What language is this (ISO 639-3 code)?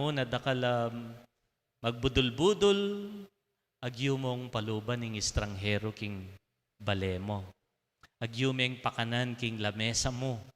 pam